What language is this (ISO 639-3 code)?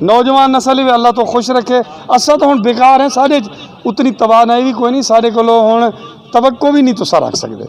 skr